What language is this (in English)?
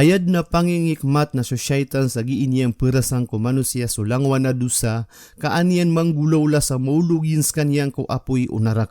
Maranao